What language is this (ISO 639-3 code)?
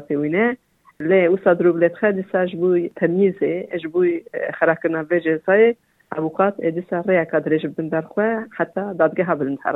kur